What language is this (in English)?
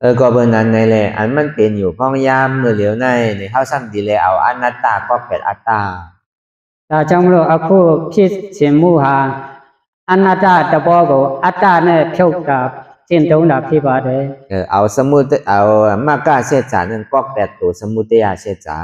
Shan